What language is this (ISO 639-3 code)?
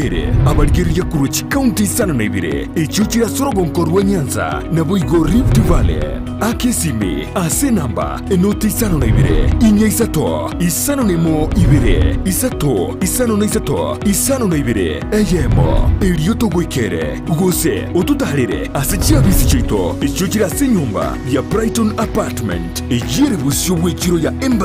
guz